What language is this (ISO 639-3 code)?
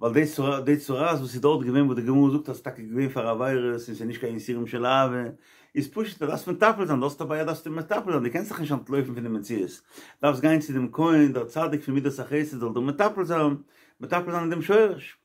yid